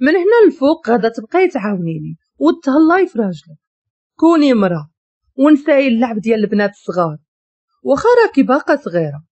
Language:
Moroccan Arabic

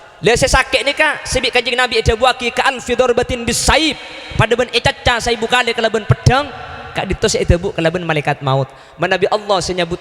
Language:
Madurese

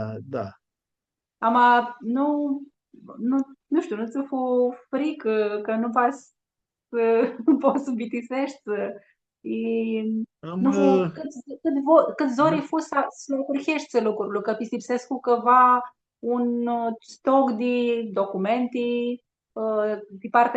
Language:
Aromanian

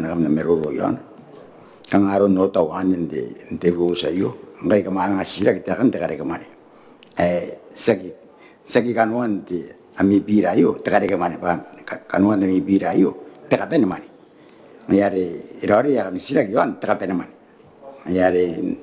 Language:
Gilbertese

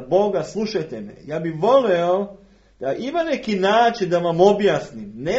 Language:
Serbian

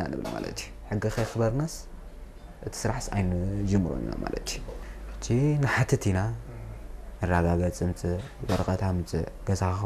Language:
Tigrinya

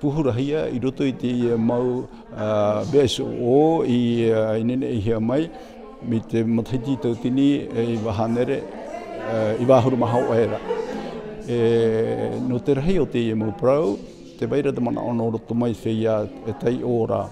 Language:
Tahitian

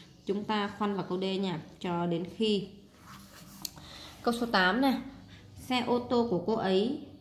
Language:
Vietnamese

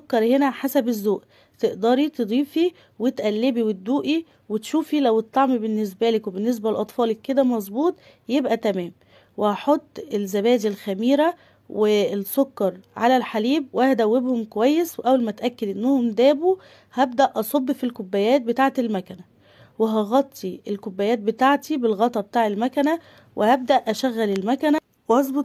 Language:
Egyptian Arabic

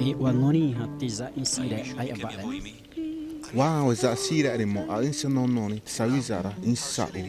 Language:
Xavánte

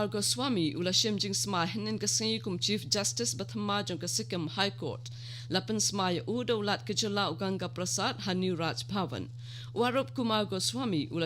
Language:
Khasi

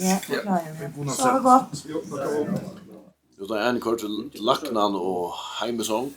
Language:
Faroese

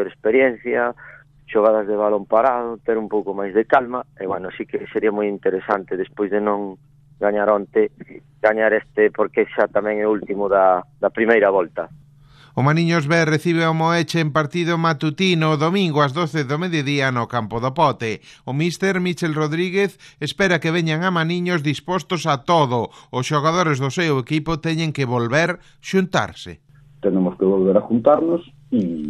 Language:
Galician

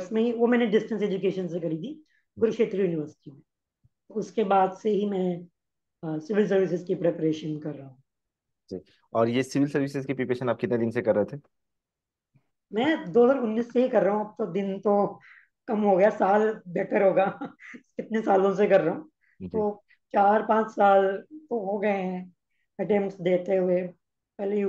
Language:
Hindi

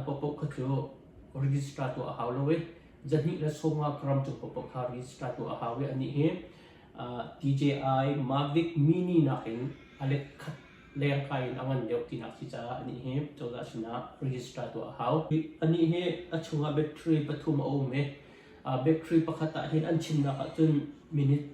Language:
Hakha Chin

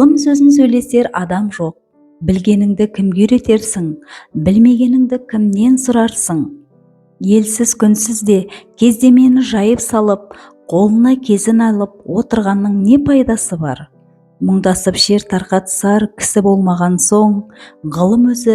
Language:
Kazakh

